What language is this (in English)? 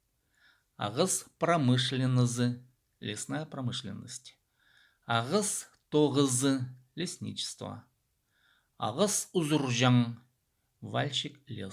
Khakas